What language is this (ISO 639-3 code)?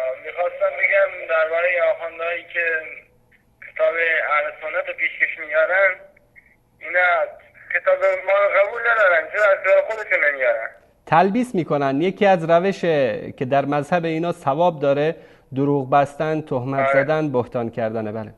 fas